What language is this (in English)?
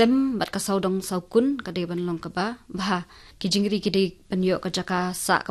Khasi